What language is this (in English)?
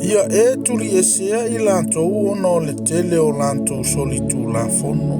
Samoan